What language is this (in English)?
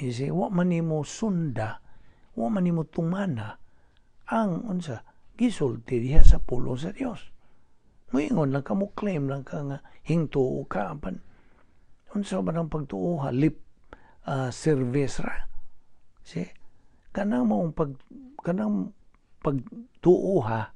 Cebuano